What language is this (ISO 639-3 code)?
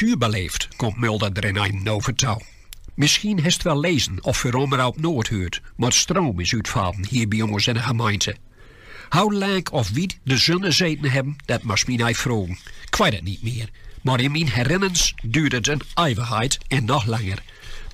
gos